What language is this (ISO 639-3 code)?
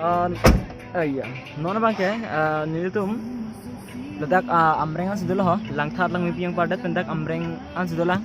mjw